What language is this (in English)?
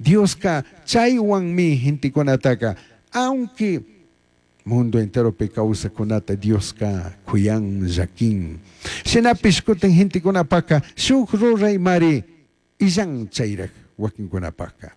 Chimborazo Highland Quichua